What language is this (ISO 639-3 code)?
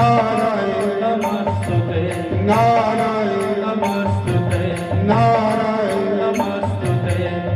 doi